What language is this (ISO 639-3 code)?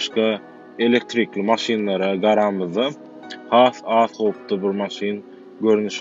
tuk